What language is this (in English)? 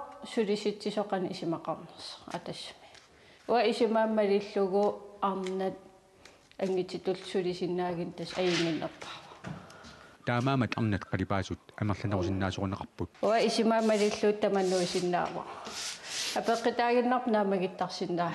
Kalaallisut